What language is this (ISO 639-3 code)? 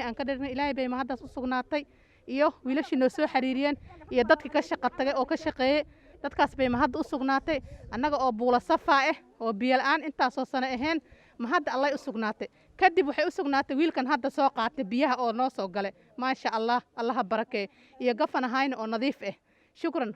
som